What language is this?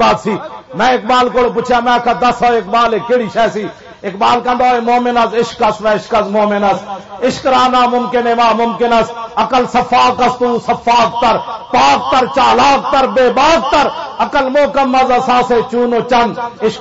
Western Panjabi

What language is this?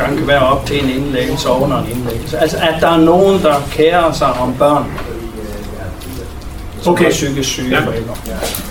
Danish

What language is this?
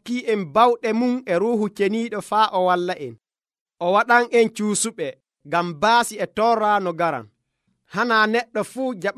Nigerian Fulfulde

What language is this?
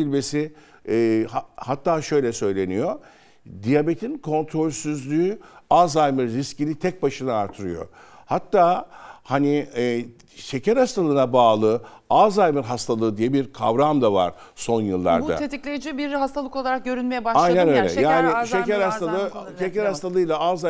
Turkish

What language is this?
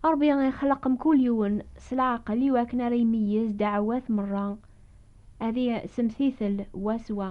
Kabyle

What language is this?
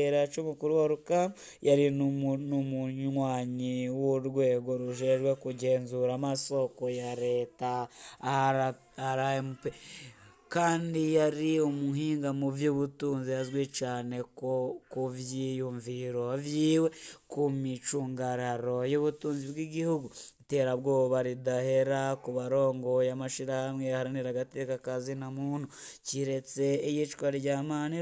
Rundi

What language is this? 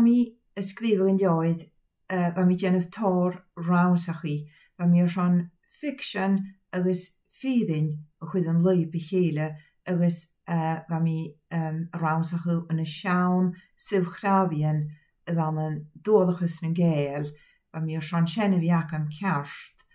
Scottish Gaelic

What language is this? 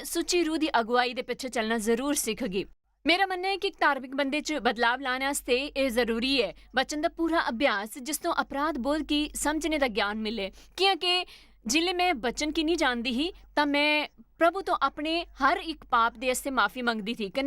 Dogri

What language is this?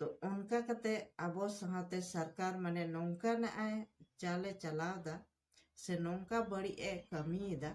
Santali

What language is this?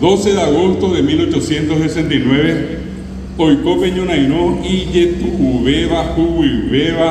Guarani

